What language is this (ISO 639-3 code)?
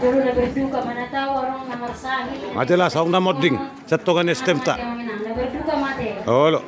bbc